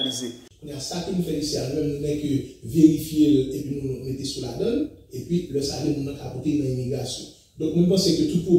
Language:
Haitian Creole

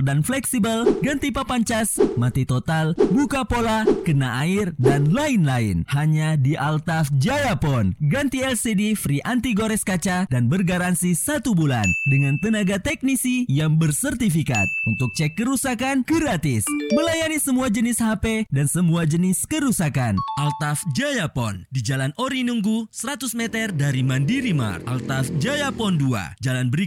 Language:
Indonesian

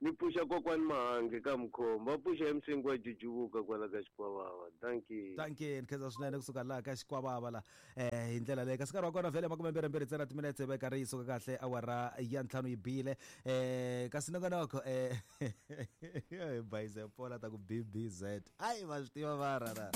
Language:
Tsonga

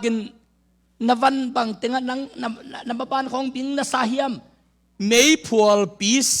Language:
Tedim Chin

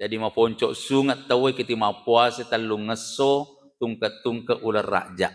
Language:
Buginese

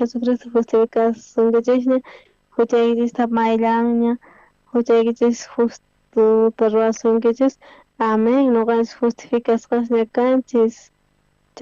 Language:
South Bolivian Quechua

